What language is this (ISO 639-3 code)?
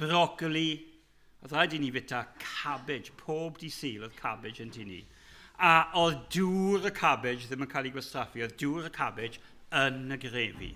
cym